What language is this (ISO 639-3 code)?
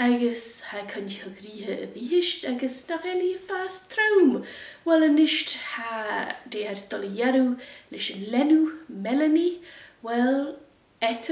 gla